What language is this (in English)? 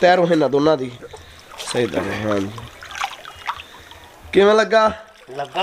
Punjabi